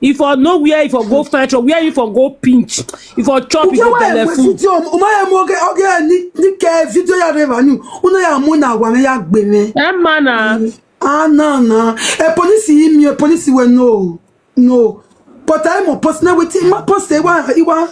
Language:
Nigerian Pidgin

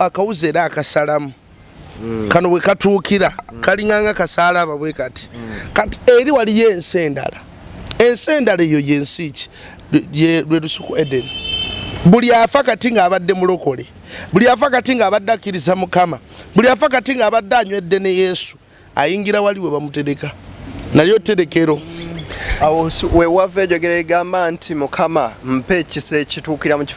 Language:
Ganda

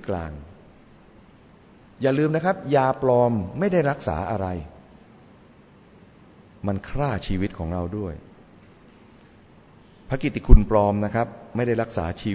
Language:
Thai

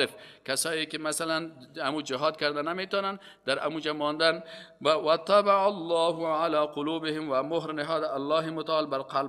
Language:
Persian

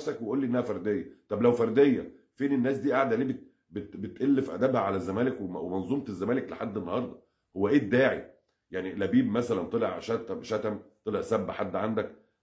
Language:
Egyptian Arabic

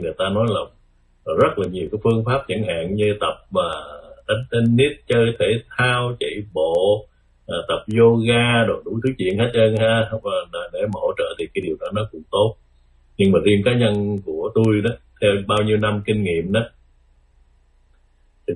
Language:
Vietnamese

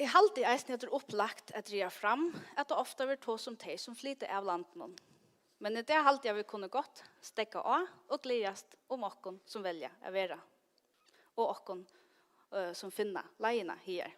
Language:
Faroese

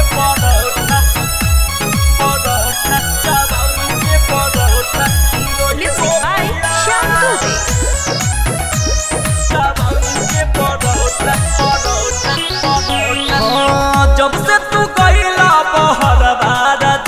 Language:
Bhojpuri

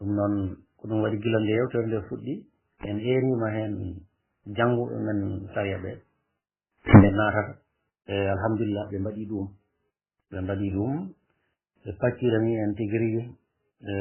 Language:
Fula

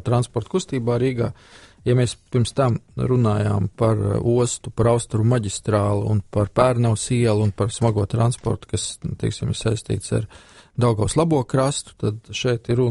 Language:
Latvian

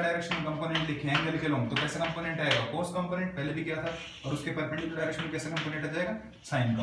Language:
Hindi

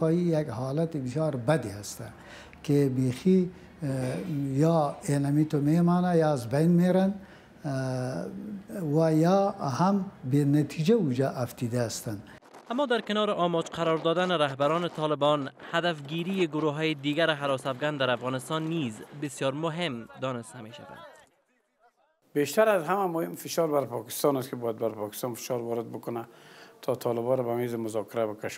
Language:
Persian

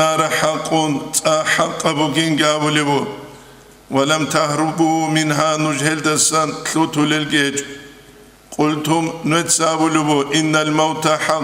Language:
Avaric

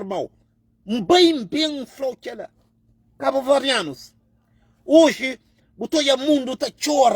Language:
Kabuverdianu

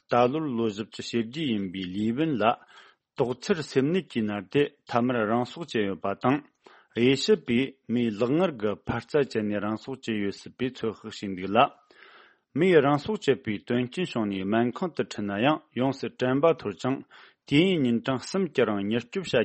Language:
Tibetan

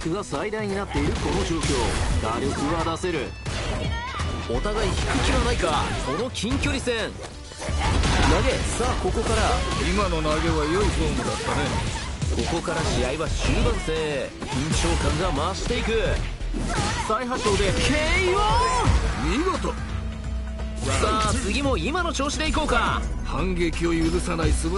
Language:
Japanese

